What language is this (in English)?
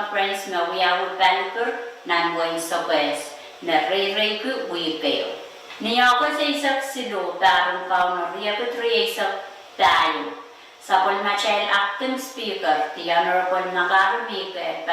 Pohnpeian